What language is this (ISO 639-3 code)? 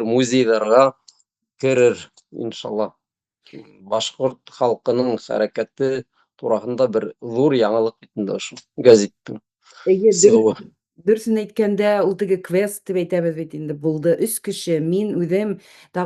bak